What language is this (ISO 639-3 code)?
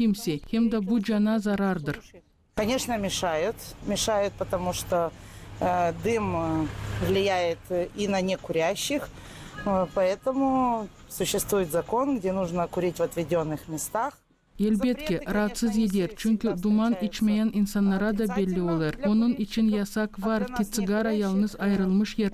gag